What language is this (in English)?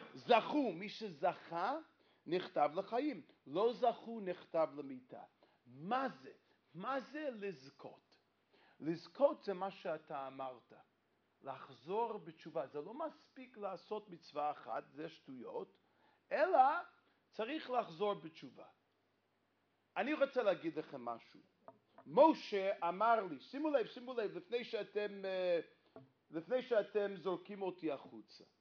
Hebrew